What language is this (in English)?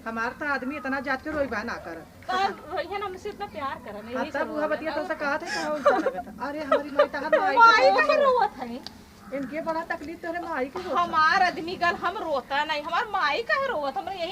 Awadhi